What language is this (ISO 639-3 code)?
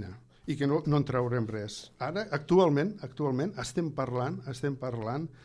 cat